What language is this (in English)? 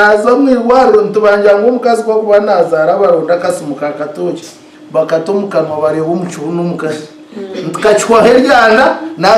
Nyankole